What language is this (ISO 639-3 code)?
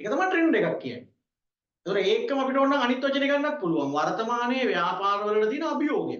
sin